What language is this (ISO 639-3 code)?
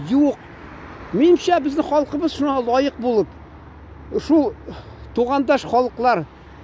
tat